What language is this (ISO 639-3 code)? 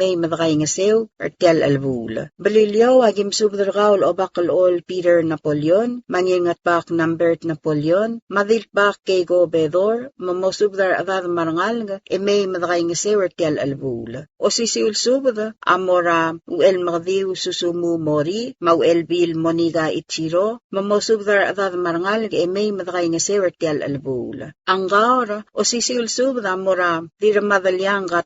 pau